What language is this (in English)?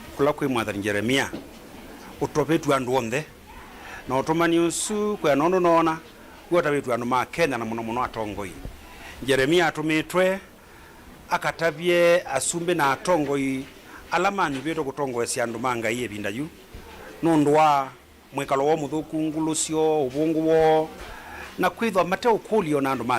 Kamba